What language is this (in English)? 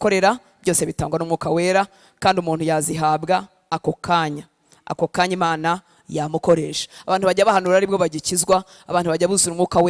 Kinyarwanda